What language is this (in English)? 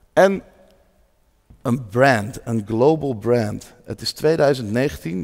Dutch